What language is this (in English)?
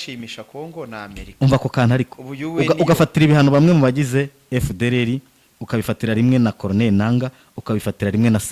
Kinyarwanda